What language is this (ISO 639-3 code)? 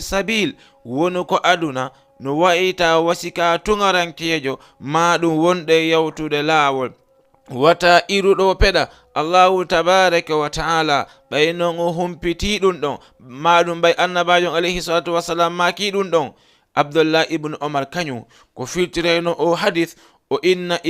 ful